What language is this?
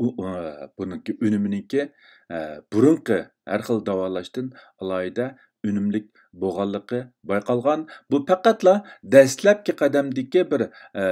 Uyghur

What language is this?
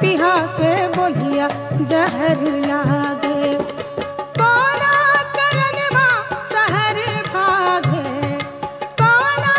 Bhojpuri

